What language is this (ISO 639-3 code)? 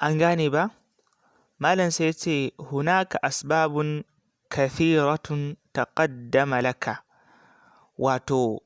hau